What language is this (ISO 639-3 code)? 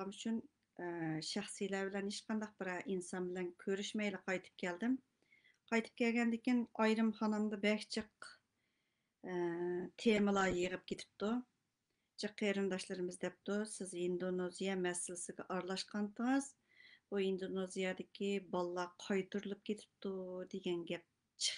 uig